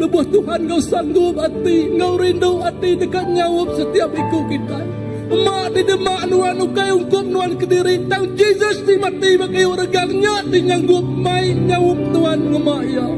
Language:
Iban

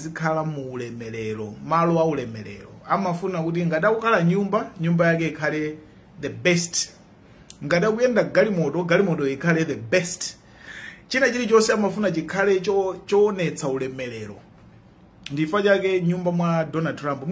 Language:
Nyanja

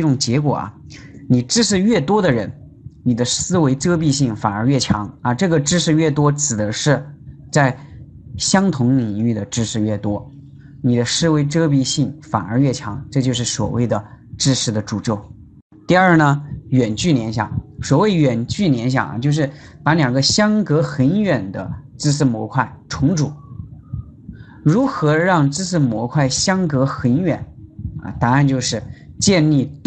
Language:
Chinese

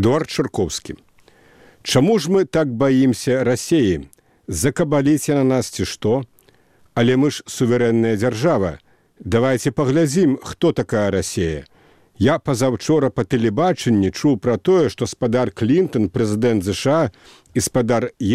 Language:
Belarusian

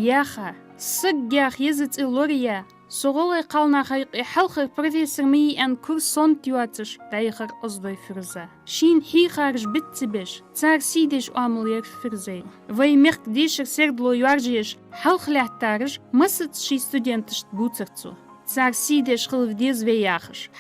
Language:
Ingush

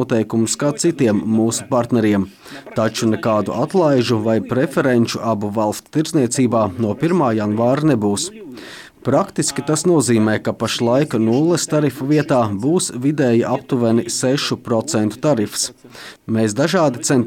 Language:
Latvian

